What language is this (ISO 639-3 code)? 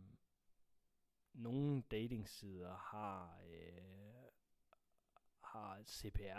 dan